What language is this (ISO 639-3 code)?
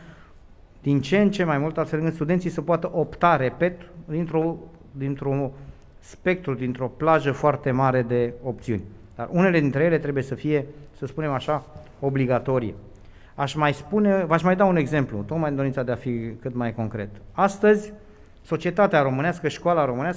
ron